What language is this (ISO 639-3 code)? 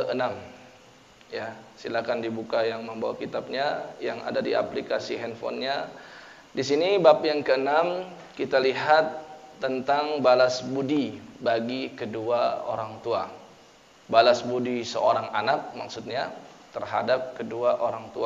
ind